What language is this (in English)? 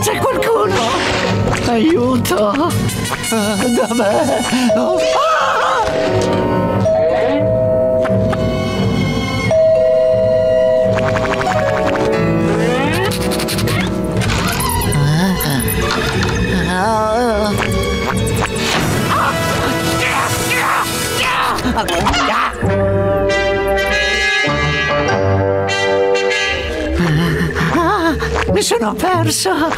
Italian